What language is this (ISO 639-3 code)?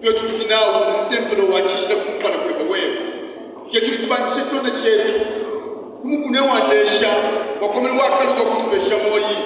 lua